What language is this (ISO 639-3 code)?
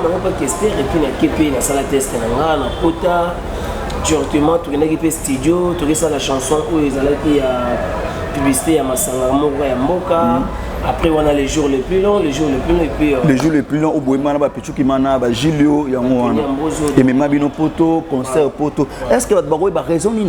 lin